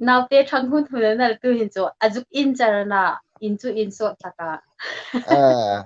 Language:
Hmar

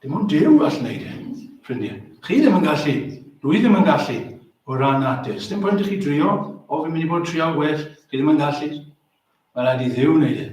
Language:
Welsh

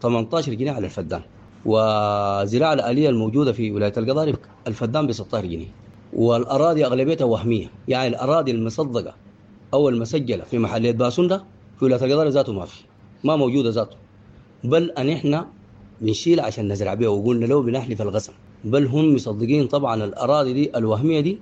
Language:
Sudanese Arabic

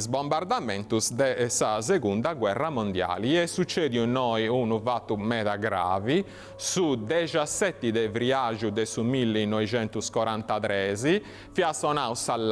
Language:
Sardinian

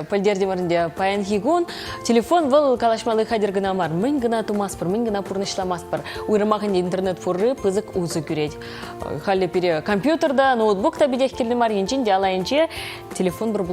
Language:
Chuvash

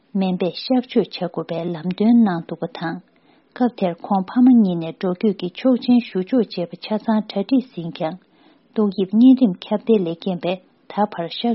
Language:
Tibetan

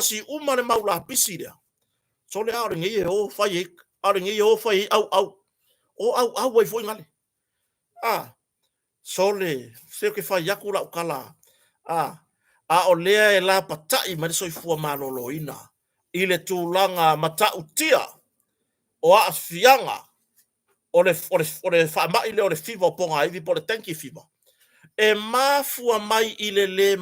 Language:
Samoan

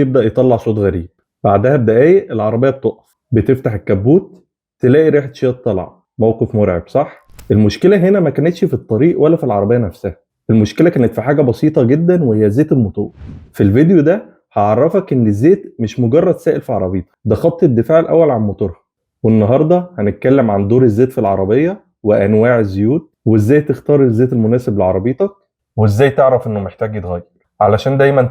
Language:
Egyptian Arabic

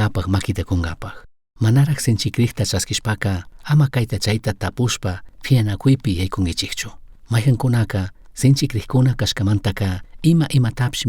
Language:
Chimborazo Highland Quichua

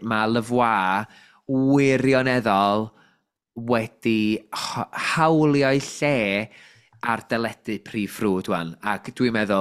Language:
Welsh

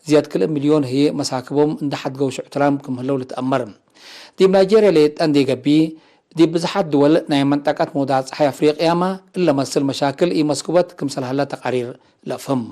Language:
Tigre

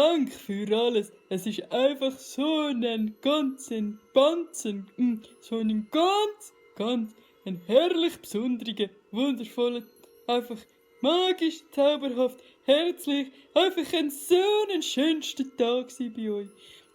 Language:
Swiss German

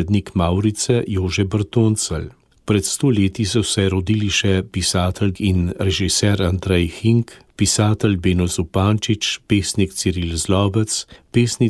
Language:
Slovenian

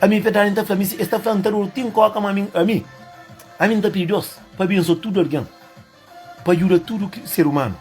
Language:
Kabuverdianu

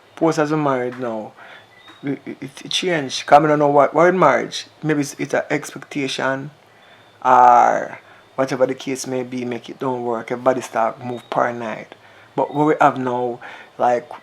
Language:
Jamaican Creole English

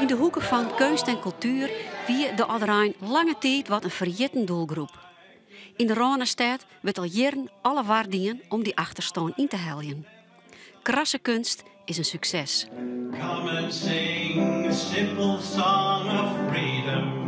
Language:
Western Frisian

